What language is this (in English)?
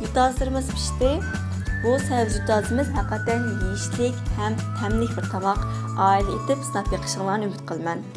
Uyghur